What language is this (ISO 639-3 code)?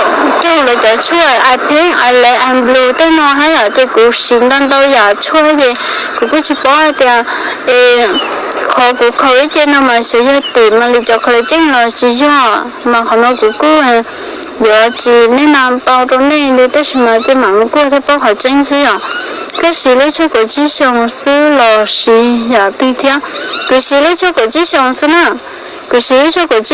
hmn